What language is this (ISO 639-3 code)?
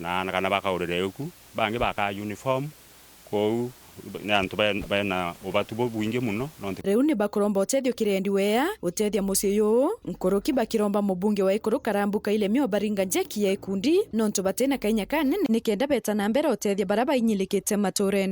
mer